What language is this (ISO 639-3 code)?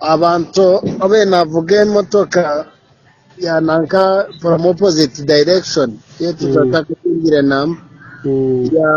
nyn